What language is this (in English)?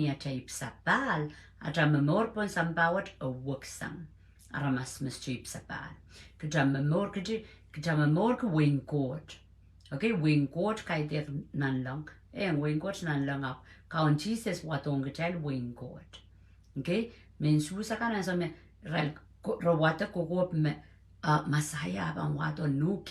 Pohnpeian